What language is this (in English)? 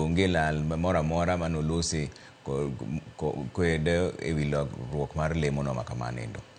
Luo (Kenya and Tanzania)